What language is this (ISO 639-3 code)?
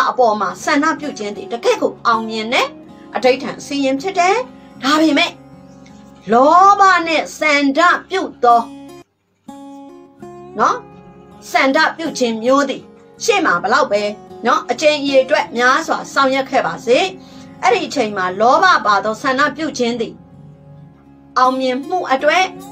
mya